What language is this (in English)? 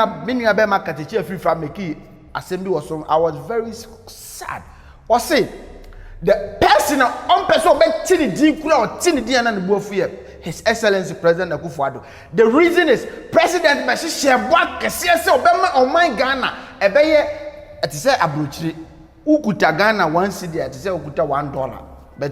Akan